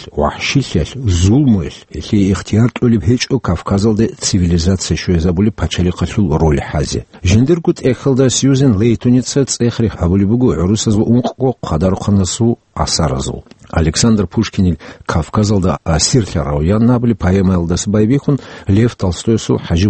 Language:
Avaric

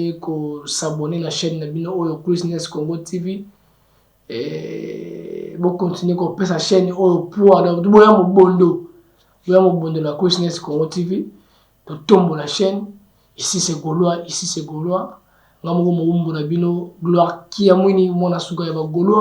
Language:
Lingala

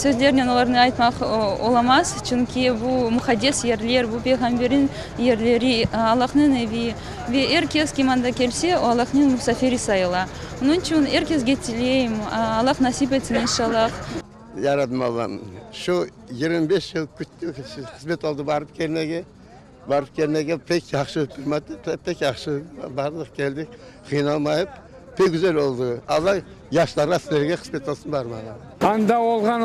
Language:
Crimean Tatar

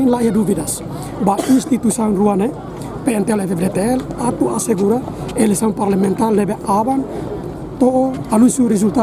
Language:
Tetum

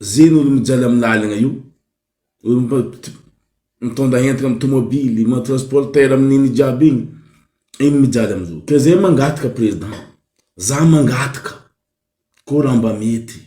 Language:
Malagasy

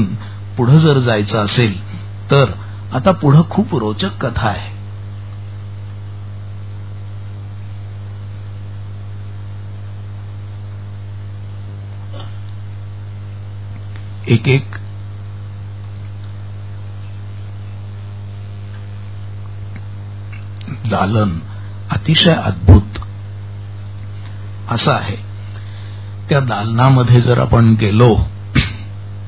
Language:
Marathi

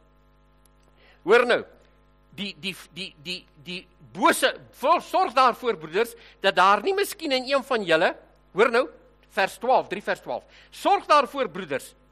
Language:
Afrikaans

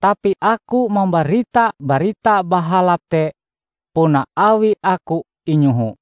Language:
Ngaju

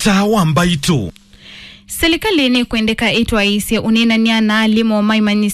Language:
Kamba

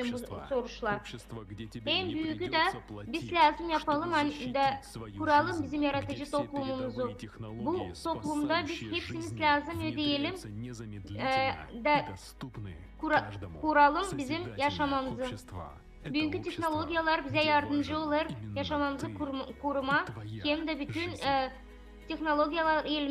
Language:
Gagauz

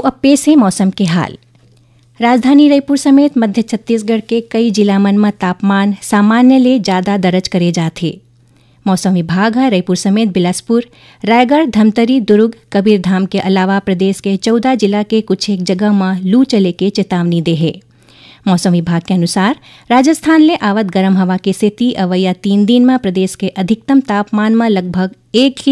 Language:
Chhattisgarhi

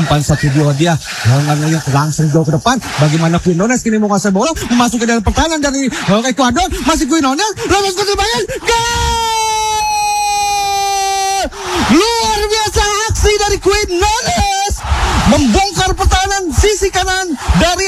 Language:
Indonesian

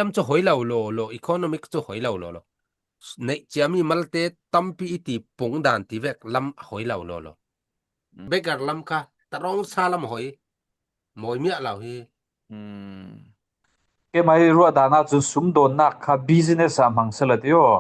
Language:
Falam Chin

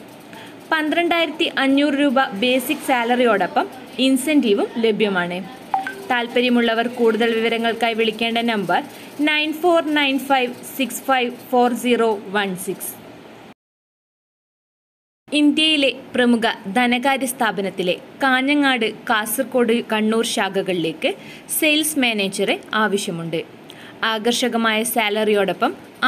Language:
Malayalam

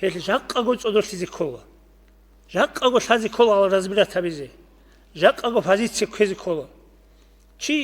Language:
Avaric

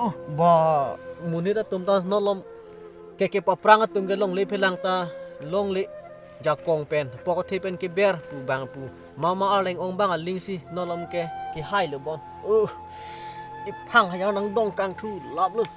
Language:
Karbi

